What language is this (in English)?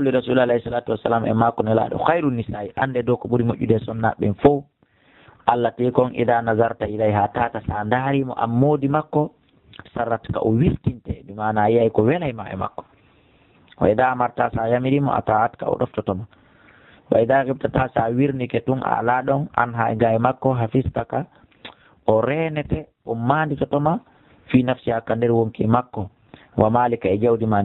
Fula